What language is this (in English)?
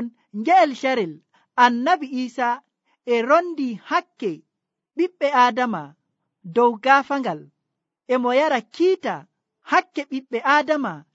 Nigerian Fulfulde